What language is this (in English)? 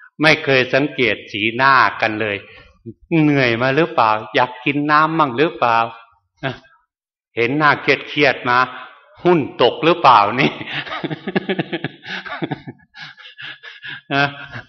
Thai